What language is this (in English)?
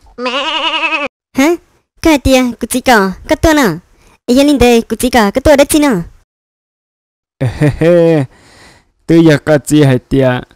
Vietnamese